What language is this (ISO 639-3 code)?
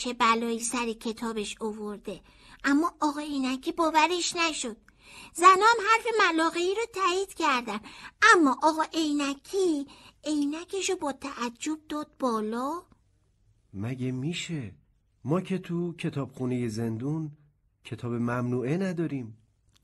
fas